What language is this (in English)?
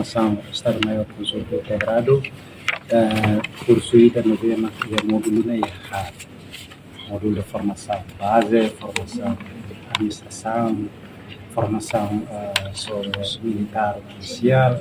Tetum